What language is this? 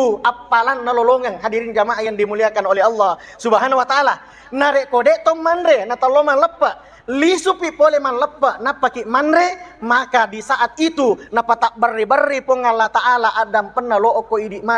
Buginese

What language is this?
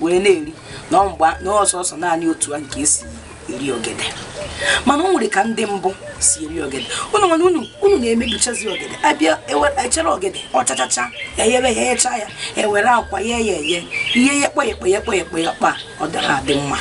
Igbo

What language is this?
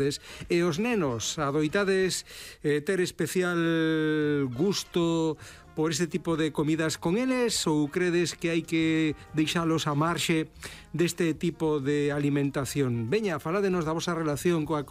Galician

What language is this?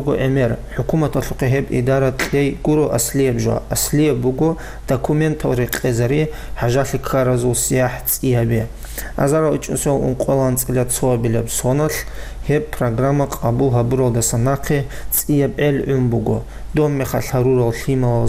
Avaric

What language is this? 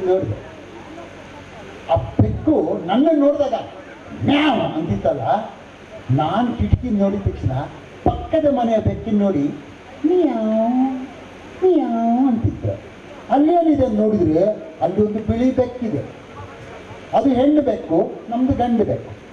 Kannada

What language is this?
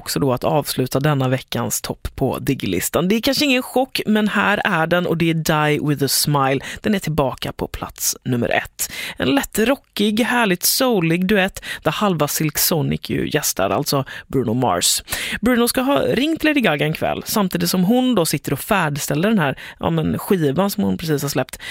Swedish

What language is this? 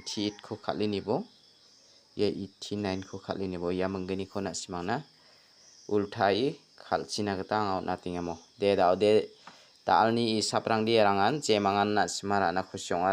Garo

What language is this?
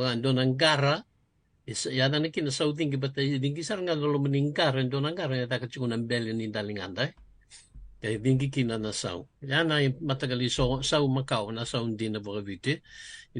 Fijian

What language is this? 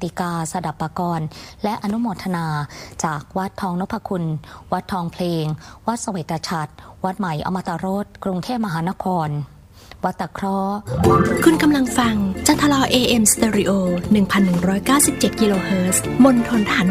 Thai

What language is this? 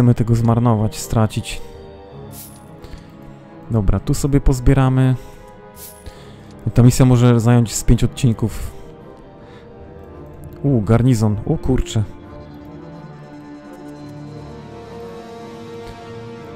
Polish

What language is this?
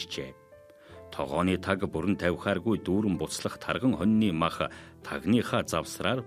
Mongolian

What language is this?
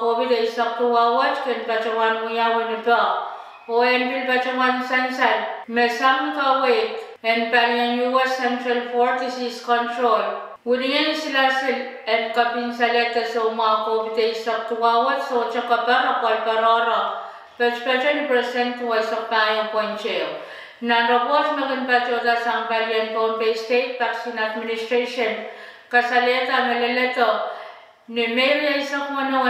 Pohnpeian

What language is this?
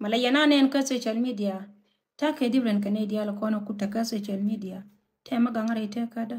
Nuer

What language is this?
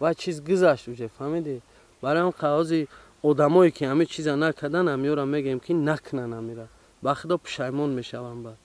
Tajik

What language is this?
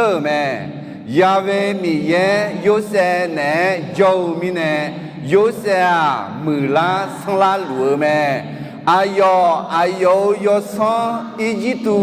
Akha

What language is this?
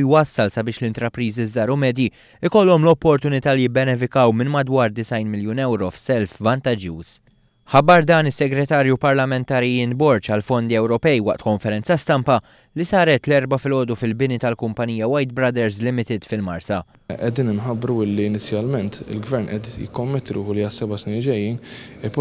Maltese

